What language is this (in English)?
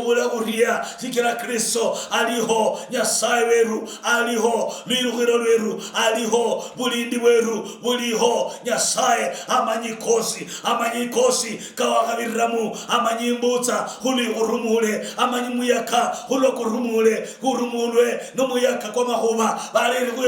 Luyia